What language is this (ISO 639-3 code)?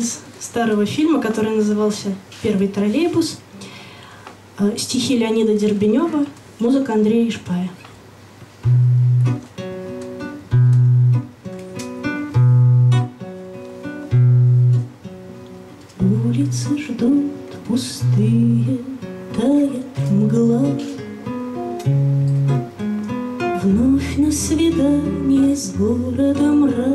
rus